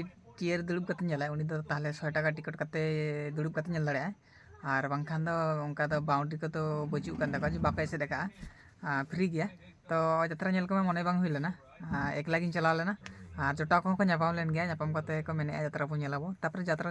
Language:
Santali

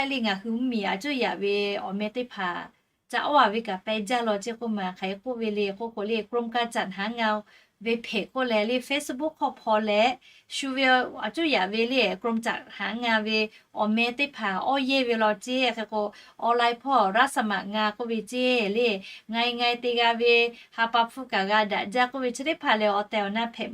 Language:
Lahu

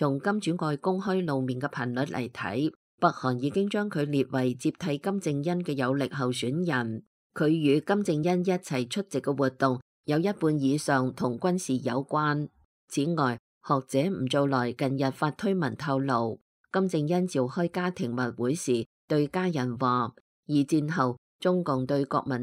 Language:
Cantonese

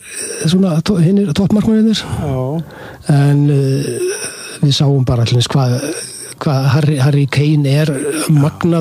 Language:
Icelandic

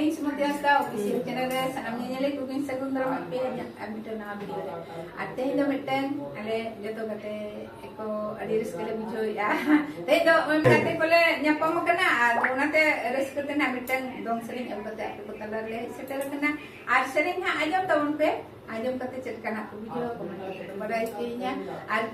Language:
Santali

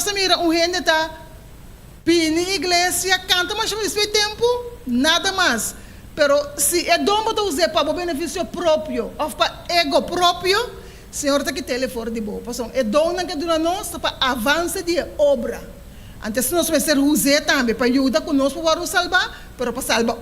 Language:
Papiamento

